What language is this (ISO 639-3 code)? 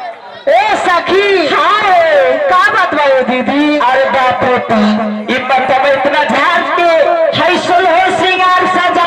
bho